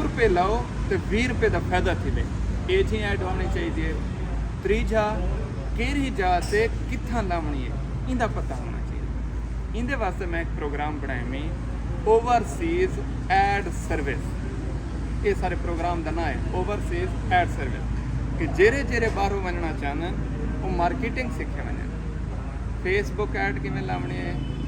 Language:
Saraiki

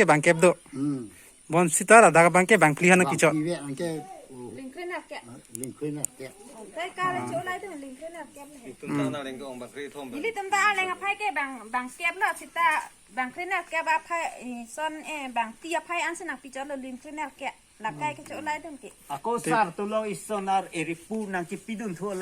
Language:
Karbi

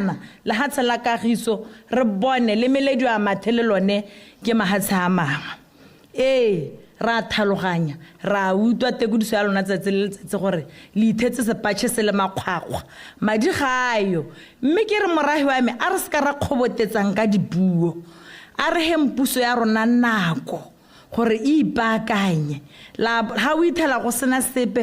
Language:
Tswana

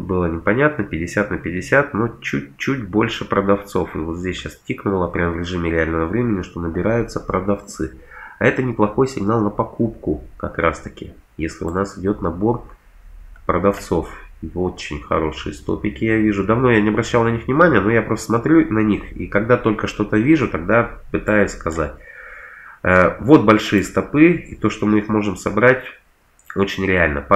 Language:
Russian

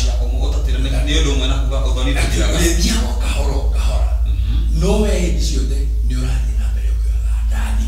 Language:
Kikuyu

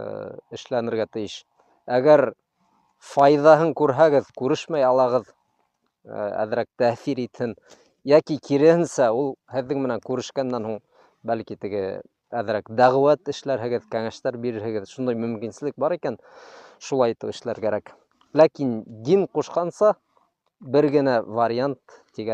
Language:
Bashkir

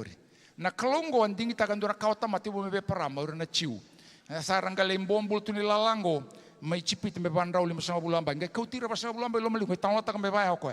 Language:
Fijian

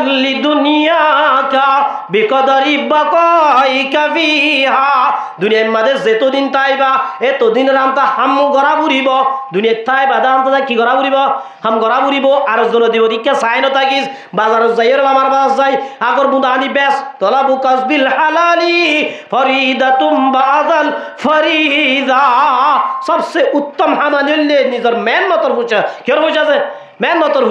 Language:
Rohingya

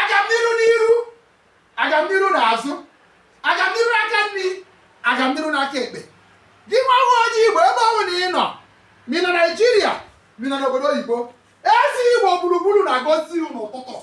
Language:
Igbo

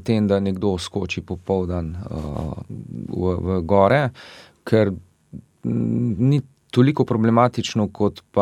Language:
Slovenian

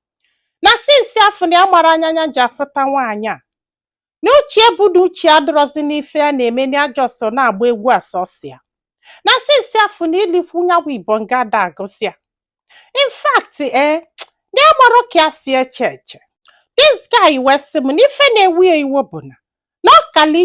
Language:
Igbo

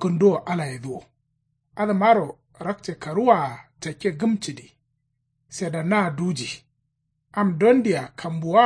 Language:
Kanuri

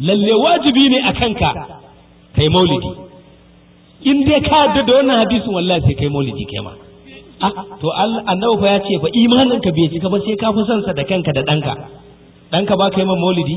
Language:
Hausa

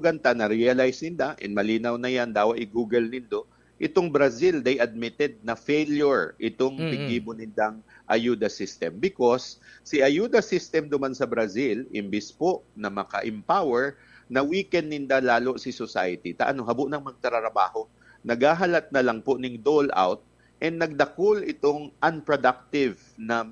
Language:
Bikol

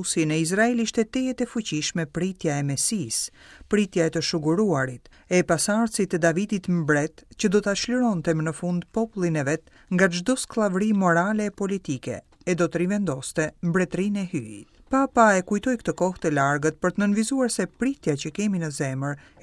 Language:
Albanian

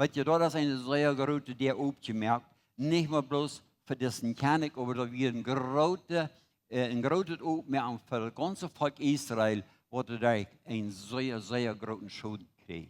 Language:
Plautdietsch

